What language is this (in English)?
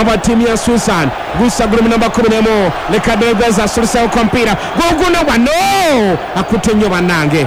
Ganda